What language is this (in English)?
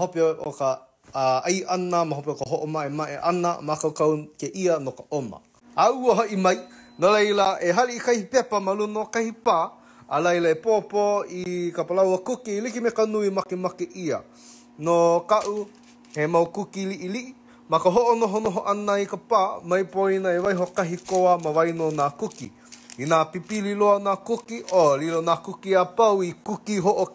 Hawaiian